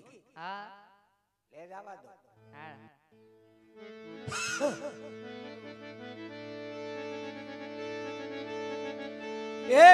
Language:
Gujarati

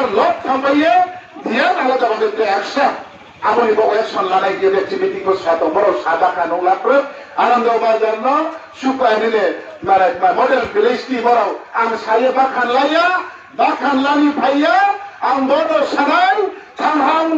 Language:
Riang (India)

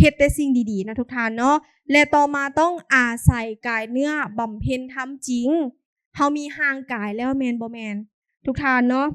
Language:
Lao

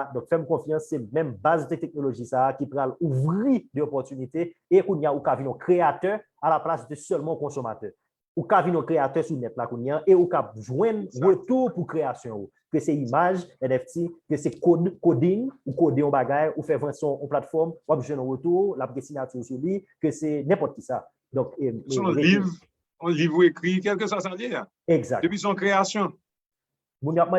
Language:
Haitian Creole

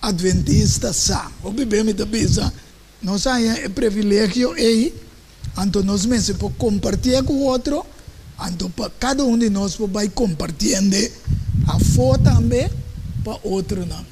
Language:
Papiamento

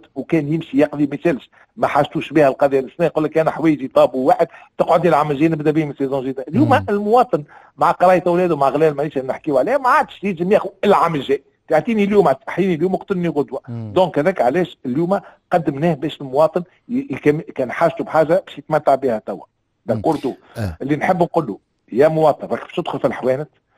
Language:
Tunisian Arabic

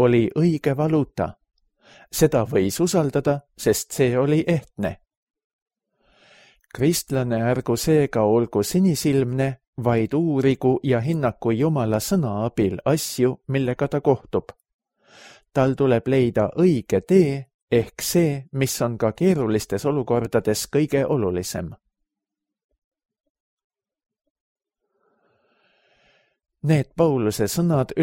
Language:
Estonian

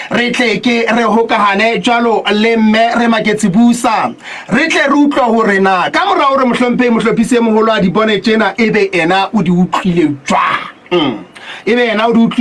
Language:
Southern Sotho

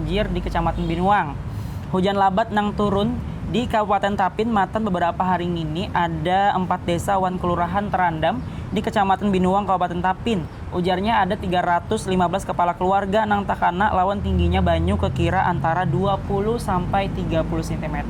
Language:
Banjar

